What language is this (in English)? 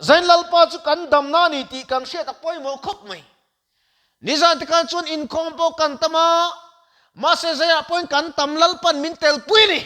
Mizo